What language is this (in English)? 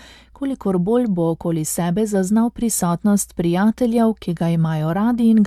Slovenian